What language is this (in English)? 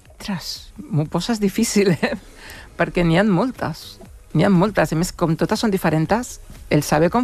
Catalan